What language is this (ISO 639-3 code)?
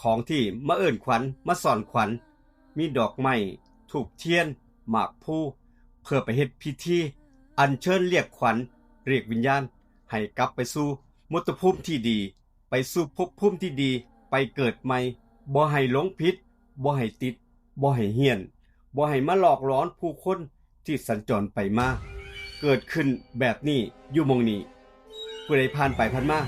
tts